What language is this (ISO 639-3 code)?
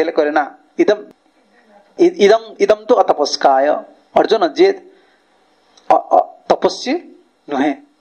ori